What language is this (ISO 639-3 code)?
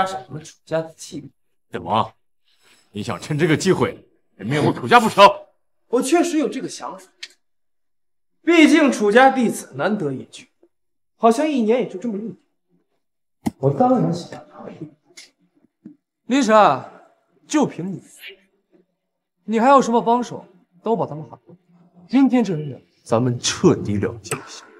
zho